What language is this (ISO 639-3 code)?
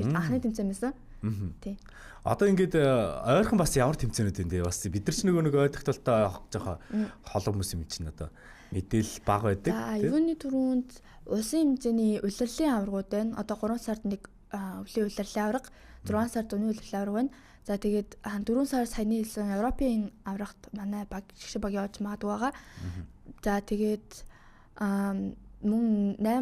mon